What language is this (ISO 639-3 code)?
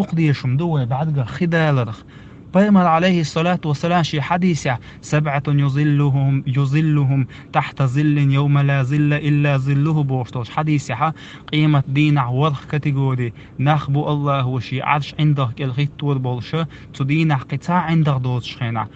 che